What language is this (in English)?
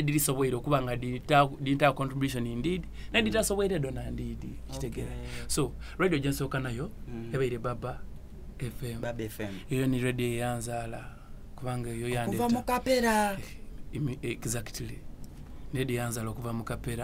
Soga